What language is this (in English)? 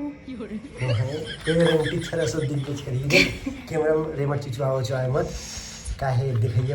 Chhattisgarhi